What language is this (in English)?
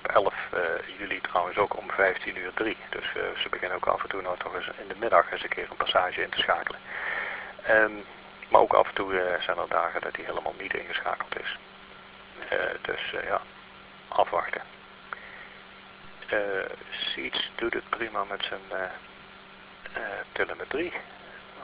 Dutch